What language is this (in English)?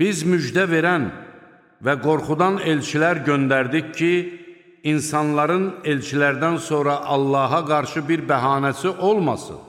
Azerbaijani